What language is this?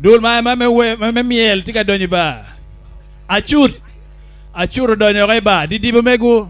Acoli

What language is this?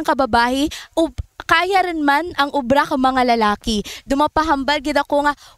Kinaray-a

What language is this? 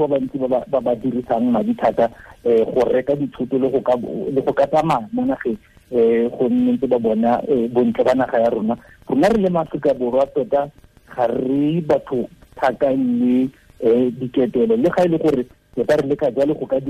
Tswana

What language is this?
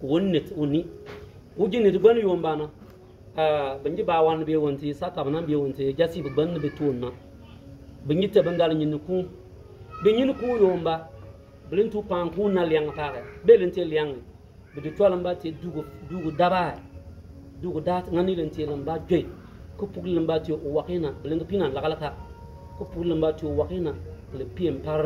Bimoba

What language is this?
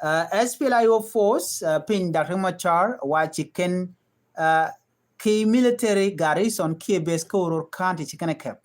Nuer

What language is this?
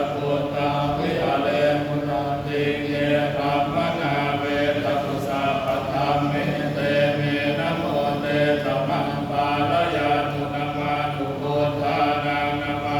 Pali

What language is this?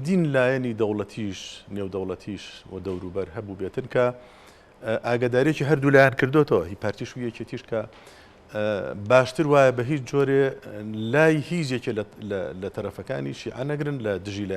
Central Kurdish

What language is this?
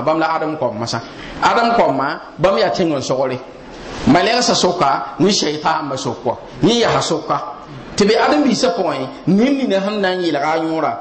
Mossi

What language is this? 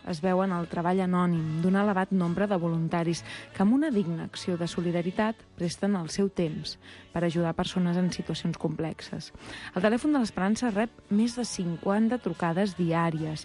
Catalan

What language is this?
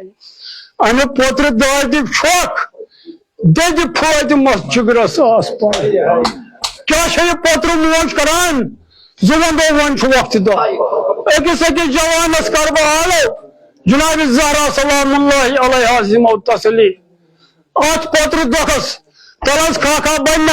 Kashmiri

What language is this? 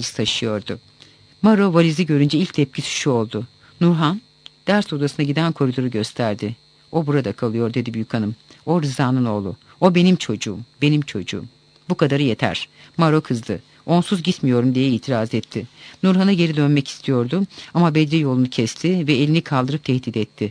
Turkish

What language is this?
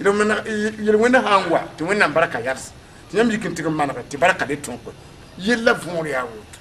Mossi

